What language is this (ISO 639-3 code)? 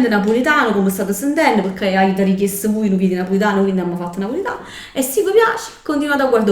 nap